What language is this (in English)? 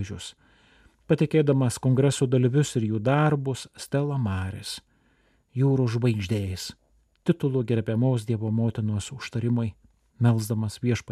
Lithuanian